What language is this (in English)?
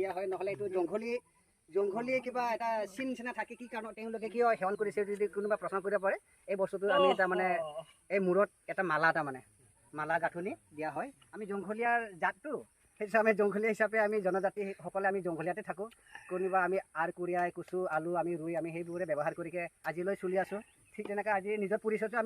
Assamese